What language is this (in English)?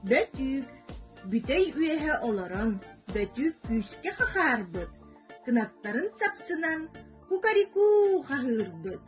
Yakut